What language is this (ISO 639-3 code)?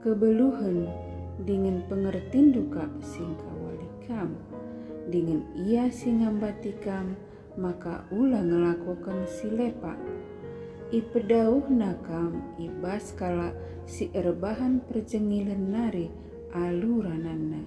btx